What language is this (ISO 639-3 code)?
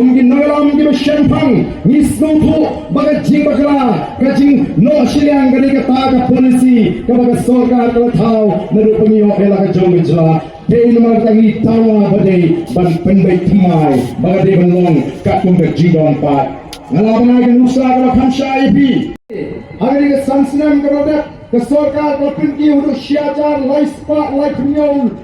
kha